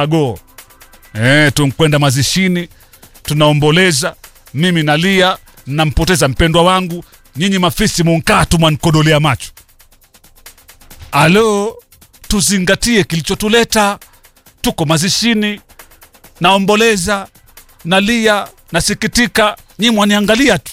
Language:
Swahili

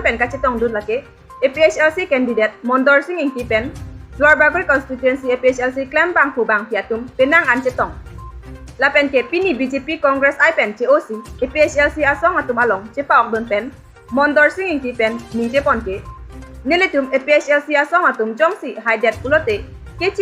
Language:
Karbi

